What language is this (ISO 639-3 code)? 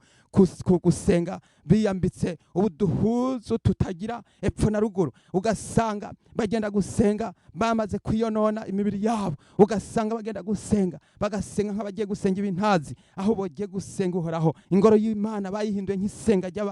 run